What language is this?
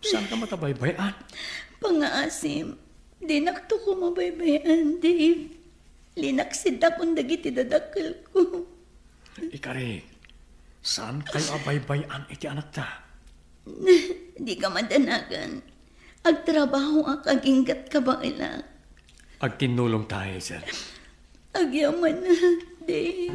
Iloko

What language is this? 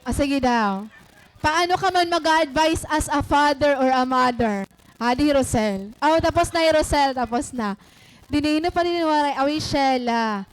Waray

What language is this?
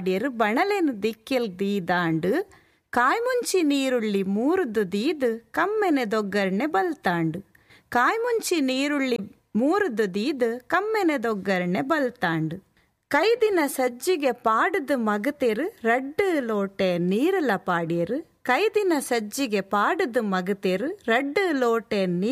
Tulu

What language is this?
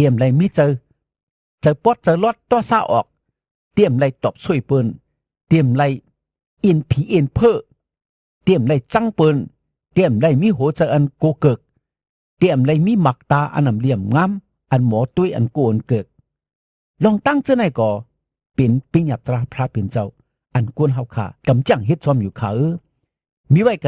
Shan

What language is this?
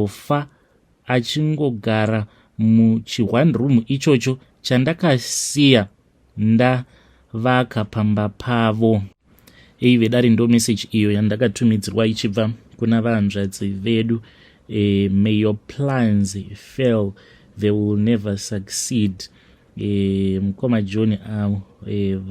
Shona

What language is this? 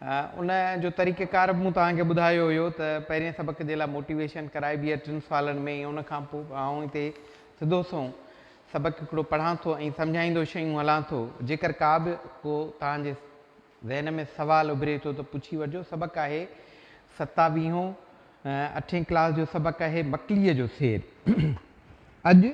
Sindhi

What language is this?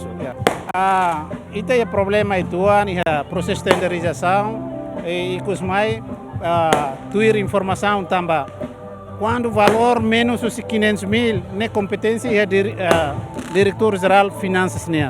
Tetum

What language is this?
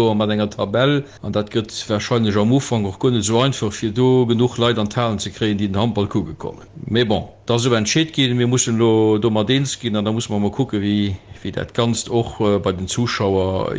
Luxembourgish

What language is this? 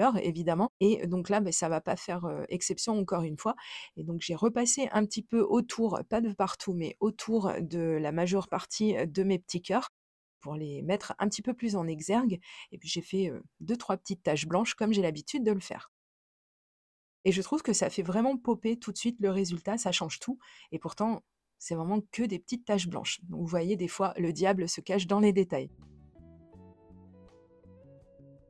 French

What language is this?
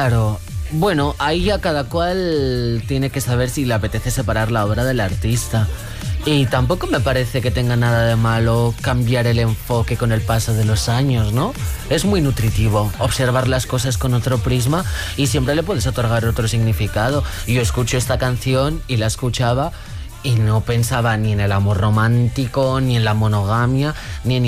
Spanish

